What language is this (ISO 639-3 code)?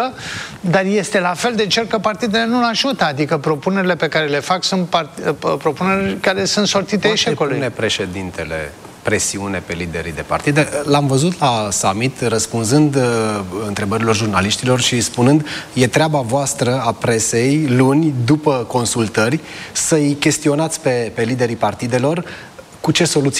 ron